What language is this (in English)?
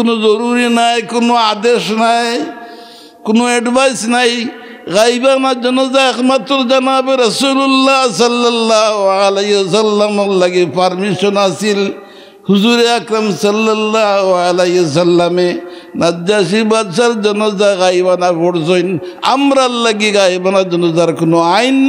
Sylheti